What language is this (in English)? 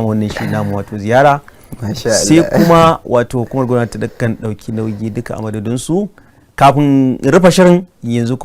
Hausa